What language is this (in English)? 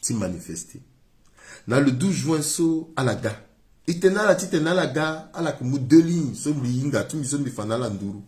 Sango